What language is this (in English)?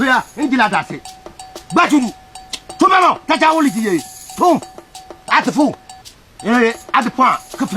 Konkomba